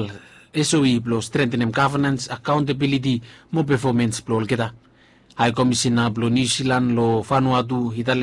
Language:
Bislama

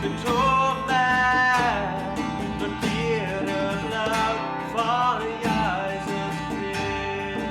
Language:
Plautdietsch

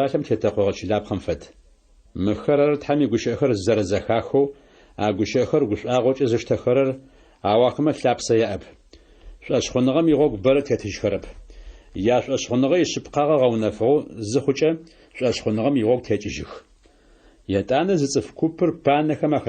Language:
Adyghe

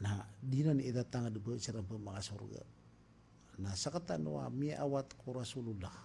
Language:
Maranao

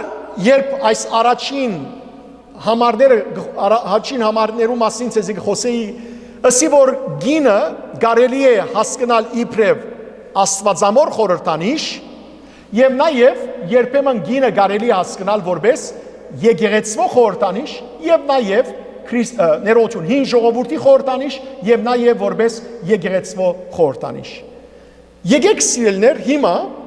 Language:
Western Armenian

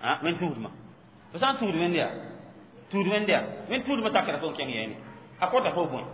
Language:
Mossi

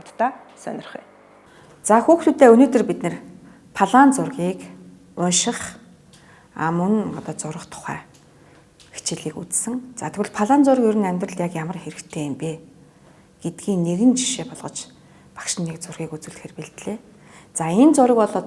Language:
Mongolian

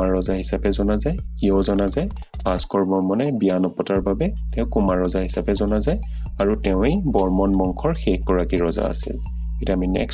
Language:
Assamese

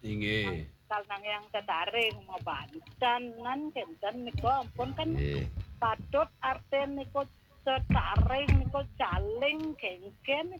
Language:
Balinese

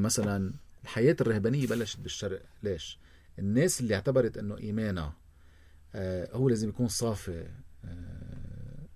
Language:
North Levantine Arabic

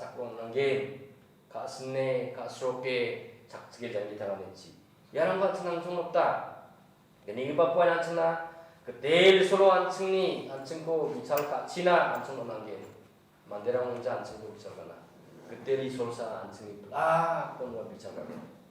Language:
Garo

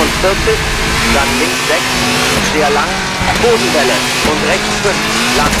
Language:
Bavarian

